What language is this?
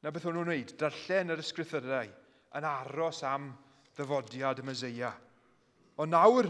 Welsh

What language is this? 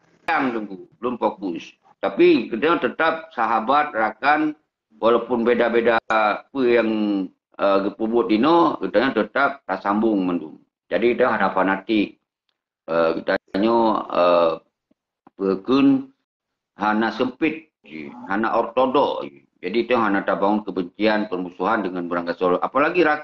Achinese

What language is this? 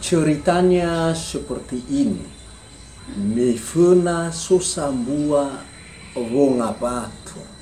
Nias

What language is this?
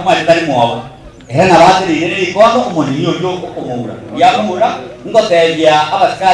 Gusii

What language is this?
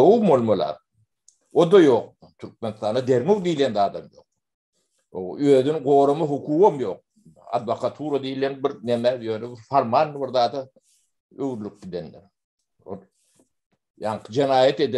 Turkmen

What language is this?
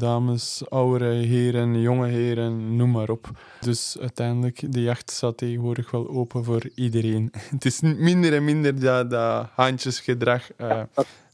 Dutch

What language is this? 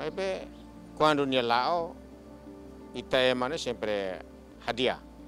Tetum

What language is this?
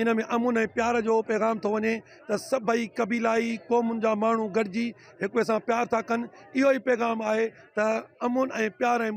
Sindhi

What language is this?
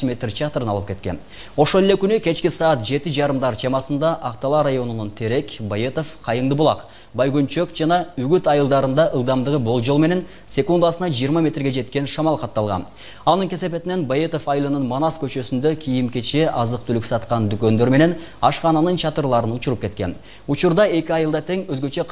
Kyrgyz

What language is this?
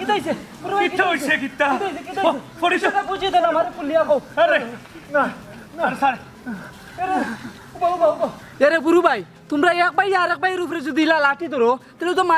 Sylheti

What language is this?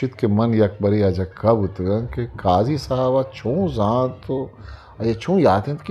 Eastern Balochi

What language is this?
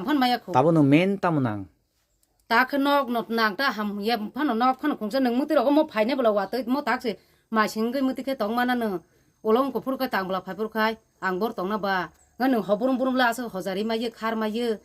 Kok Borok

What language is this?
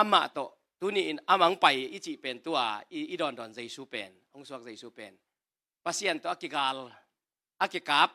Tedim Chin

